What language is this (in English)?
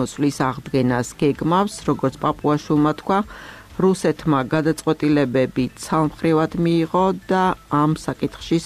Georgian